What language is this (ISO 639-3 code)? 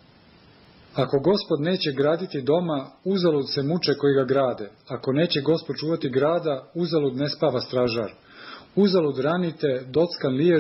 srp